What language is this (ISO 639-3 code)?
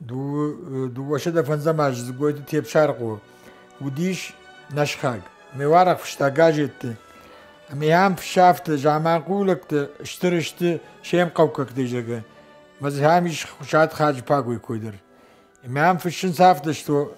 oss